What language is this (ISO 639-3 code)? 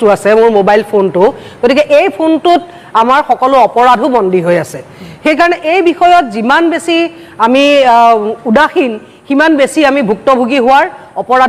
asm